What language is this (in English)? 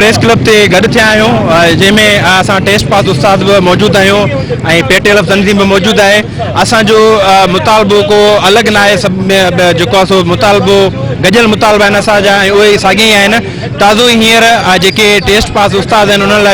Sindhi